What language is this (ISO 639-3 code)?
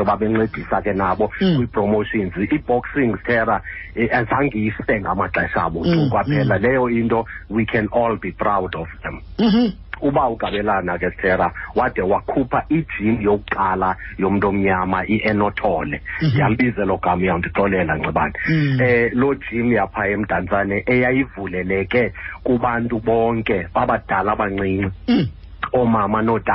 xho